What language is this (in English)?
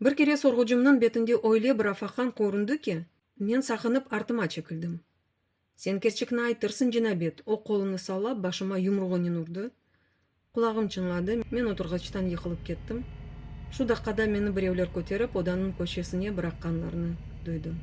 Crimean Tatar